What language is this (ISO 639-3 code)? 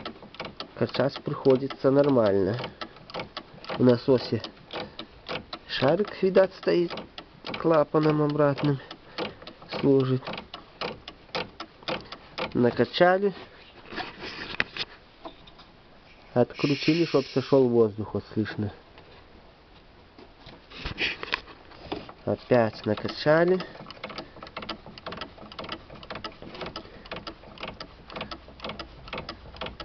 rus